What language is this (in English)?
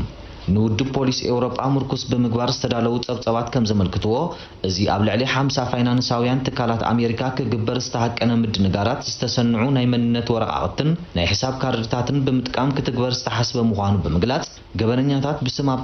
Tigrinya